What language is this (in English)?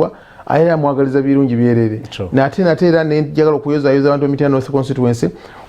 Ganda